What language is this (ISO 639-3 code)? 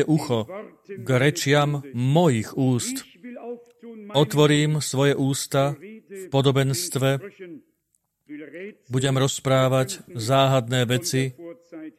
slk